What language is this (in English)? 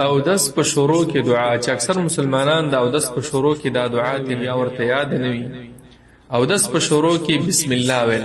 Pashto